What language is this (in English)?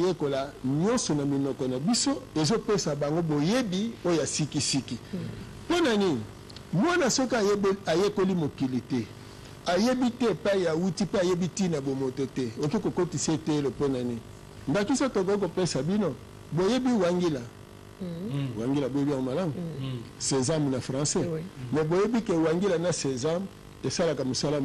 Lingala